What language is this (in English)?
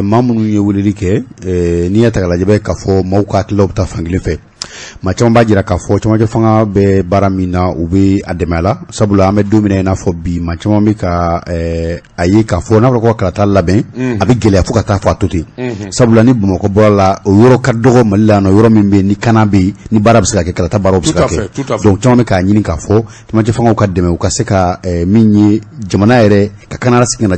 Bambara